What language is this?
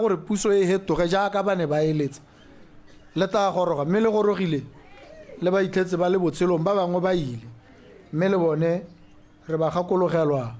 Tswana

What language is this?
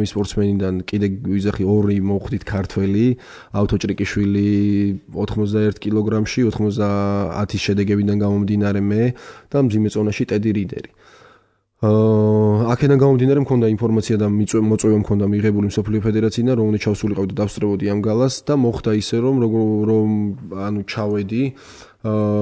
Georgian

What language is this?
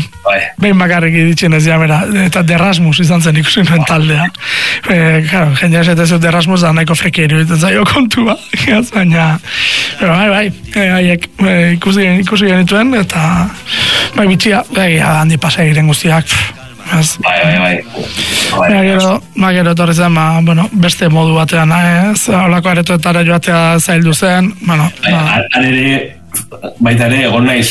Basque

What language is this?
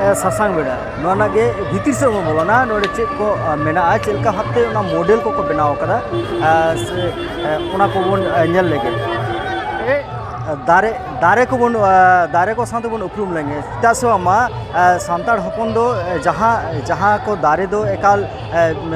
Santali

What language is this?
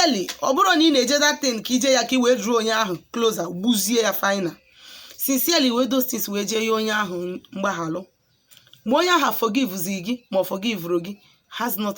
Igbo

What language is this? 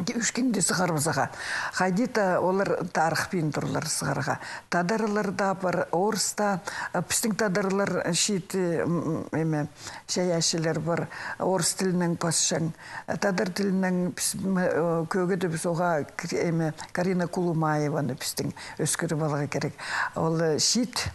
Khakas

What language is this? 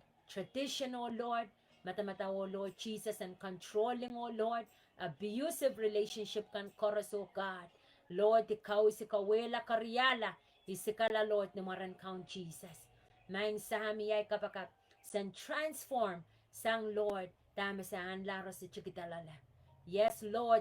Pohnpeian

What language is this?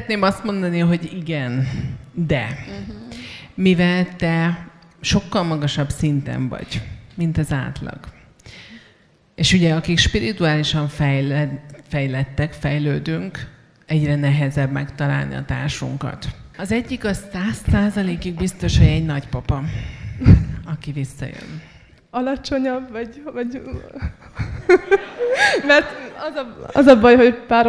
Hungarian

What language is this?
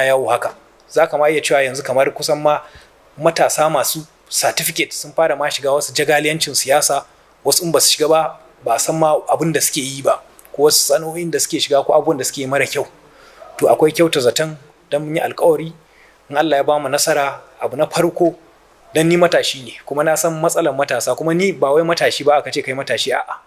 Hausa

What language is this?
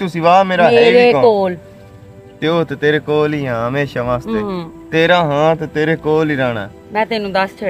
Western Panjabi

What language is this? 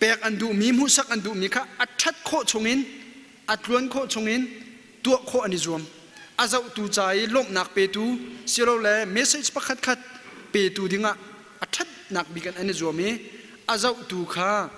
Hakha Chin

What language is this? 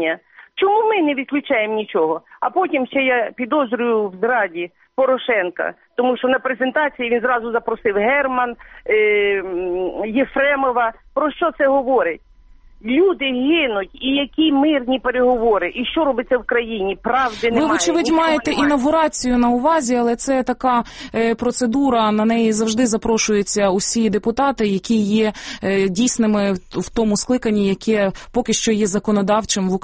Ukrainian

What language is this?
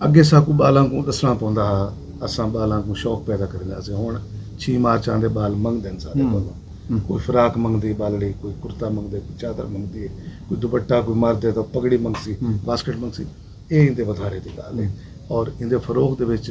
Saraiki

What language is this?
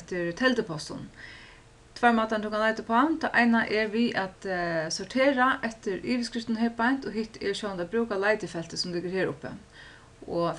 Faroese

